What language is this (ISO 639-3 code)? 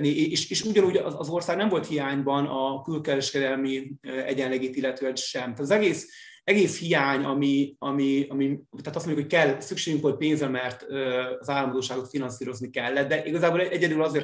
hun